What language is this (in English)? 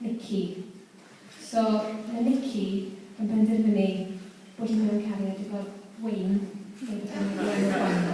Welsh